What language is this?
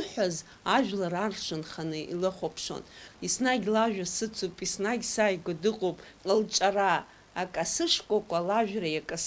Abkhazian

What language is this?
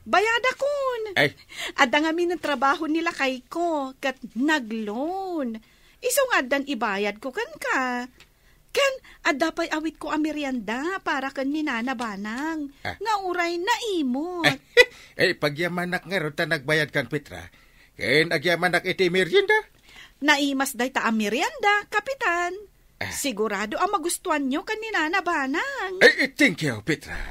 Iloko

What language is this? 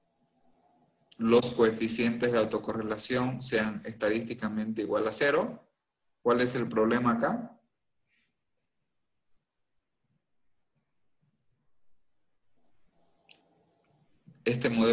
Spanish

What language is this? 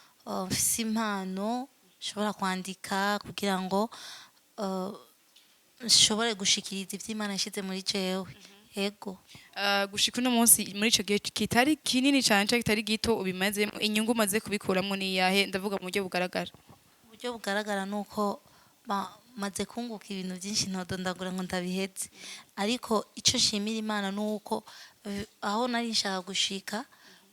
Rundi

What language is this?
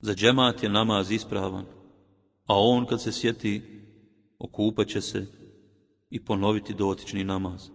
Bosnian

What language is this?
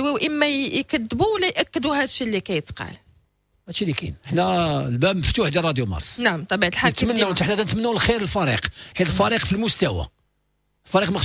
Moroccan Arabic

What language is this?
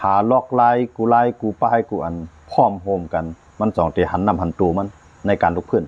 Lao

